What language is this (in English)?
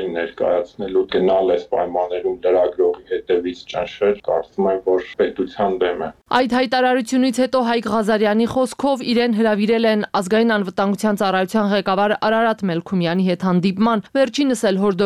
Armenian